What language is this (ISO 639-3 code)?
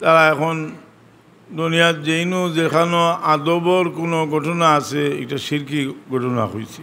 syl